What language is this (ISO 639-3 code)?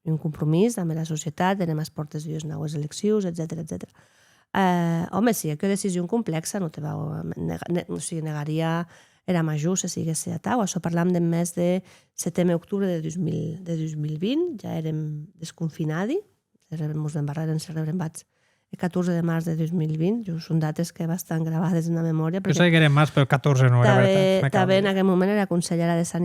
oci